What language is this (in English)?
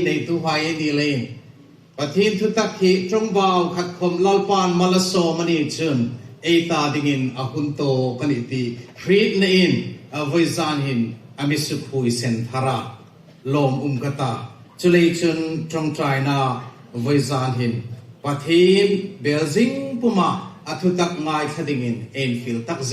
Hmar